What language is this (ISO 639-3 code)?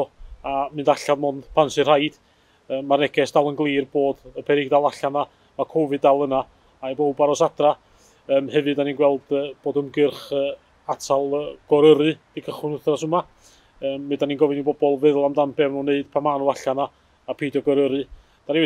cym